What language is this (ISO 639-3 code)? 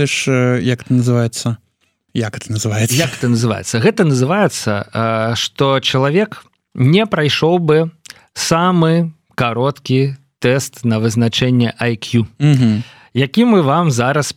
bel